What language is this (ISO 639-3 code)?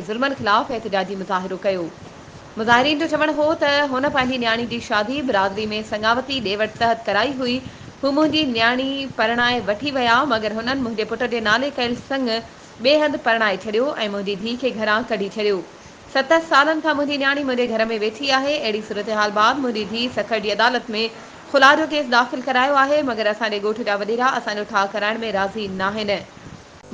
snd